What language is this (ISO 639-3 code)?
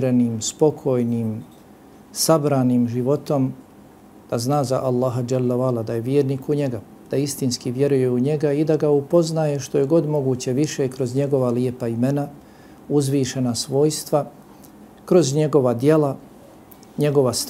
bos